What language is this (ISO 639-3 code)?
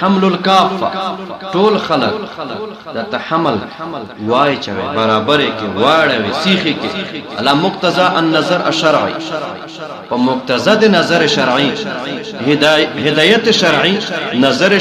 pus